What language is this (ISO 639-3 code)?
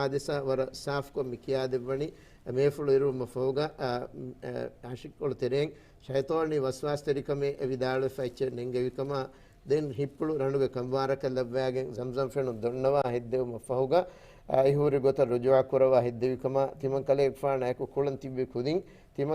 div